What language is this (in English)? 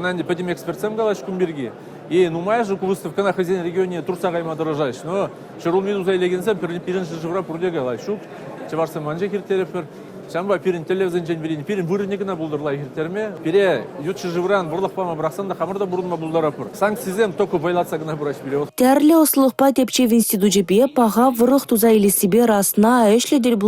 Chuvash